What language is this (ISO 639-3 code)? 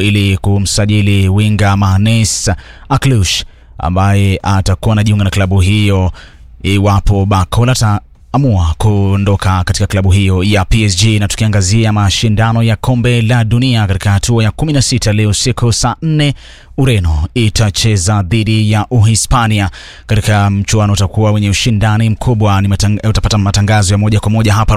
swa